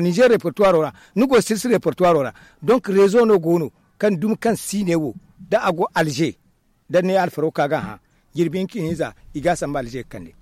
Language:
Zarma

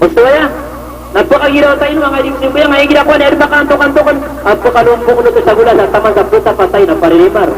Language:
Maranao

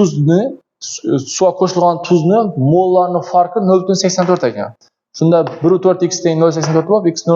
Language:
Uzbek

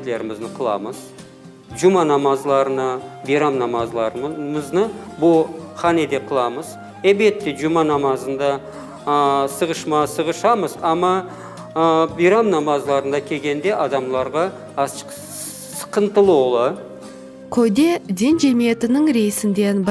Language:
Crimean Tatar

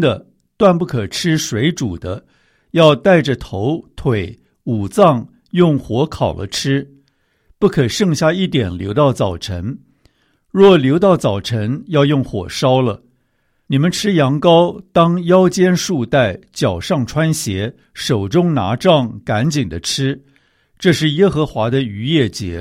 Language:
Chinese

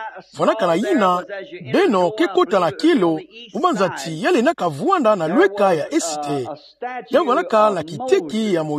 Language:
Kituba (Democratic Republic of Congo)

